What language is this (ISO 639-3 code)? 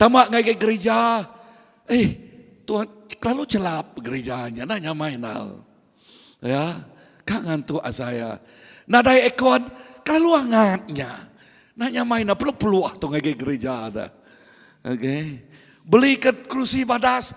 iba